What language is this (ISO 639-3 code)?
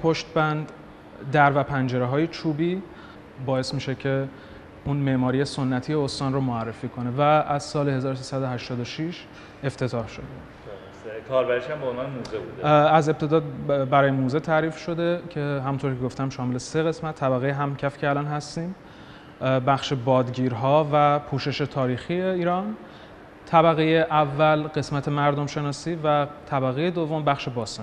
fas